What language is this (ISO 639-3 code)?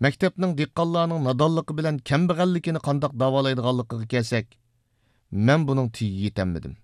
uig